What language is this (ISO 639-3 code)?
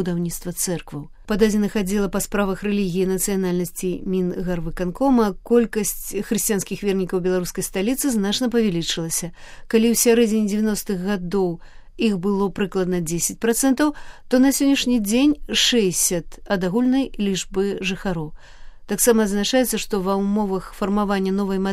bel